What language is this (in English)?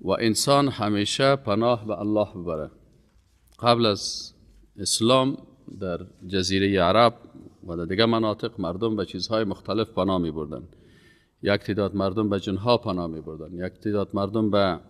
Persian